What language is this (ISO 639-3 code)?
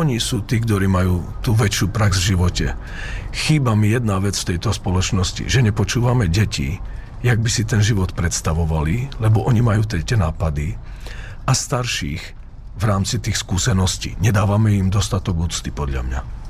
slk